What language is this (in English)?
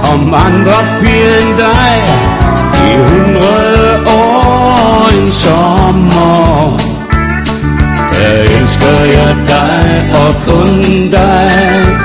Danish